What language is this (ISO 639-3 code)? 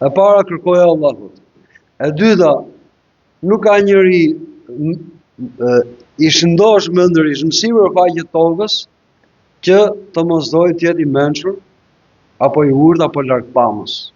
sqi